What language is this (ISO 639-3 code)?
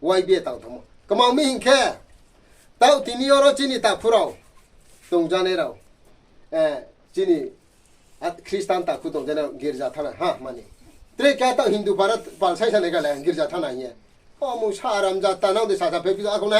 ria